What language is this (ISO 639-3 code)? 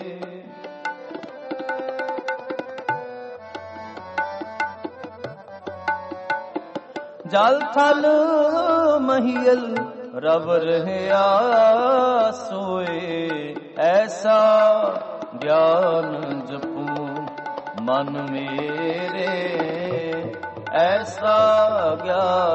pan